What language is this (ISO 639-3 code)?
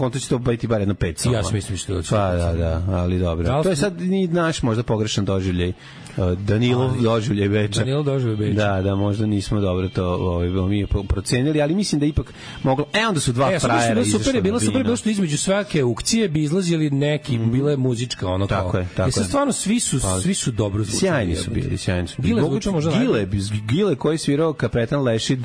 srp